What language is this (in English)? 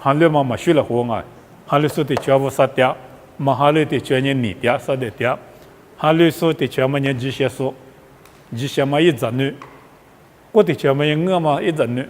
Lisu